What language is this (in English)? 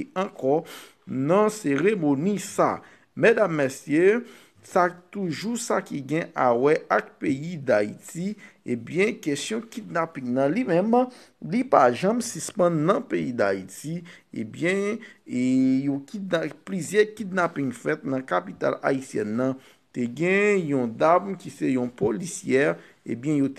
Haitian Creole